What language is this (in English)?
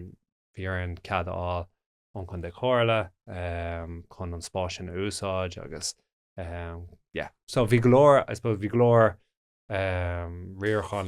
Irish